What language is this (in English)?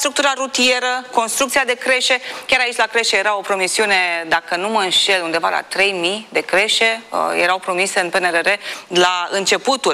Romanian